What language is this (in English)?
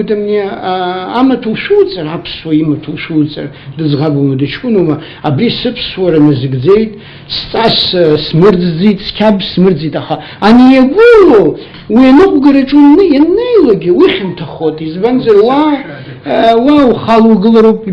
Abkhazian